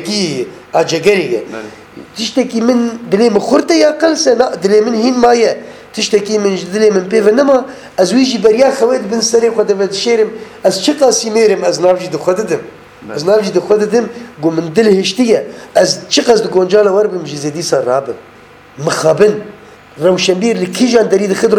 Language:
Kurdish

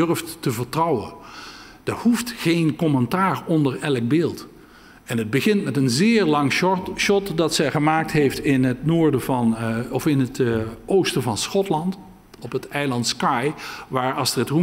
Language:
Dutch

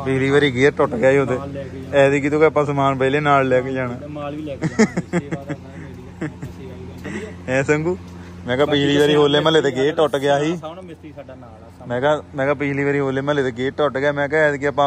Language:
Punjabi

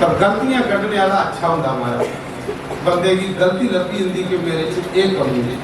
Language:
Dogri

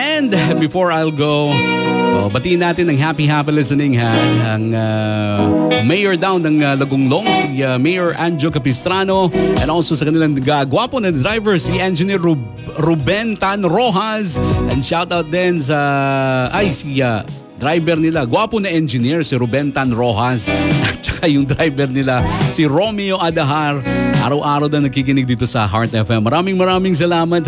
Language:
Filipino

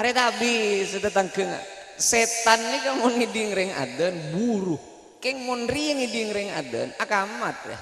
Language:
Madurese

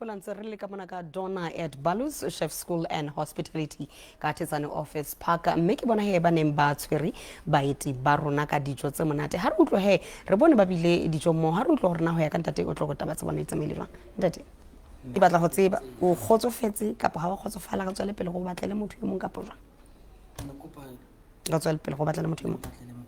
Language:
Southern Sotho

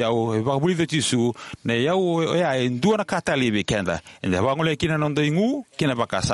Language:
Fijian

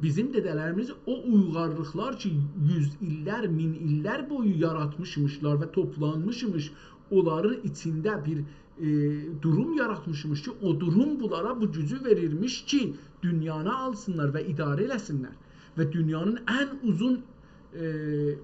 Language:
South Azerbaijani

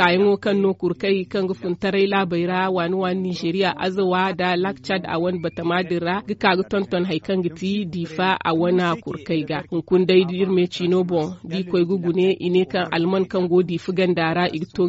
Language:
Zarma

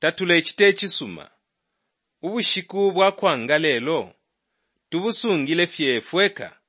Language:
Bemba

